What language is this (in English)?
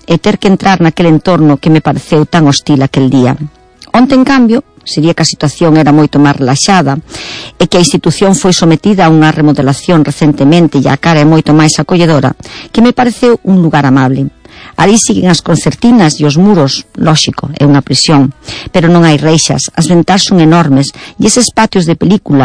Galician